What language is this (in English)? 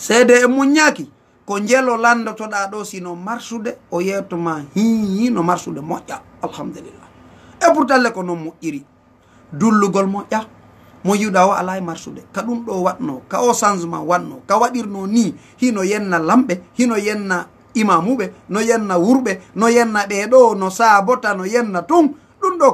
Fula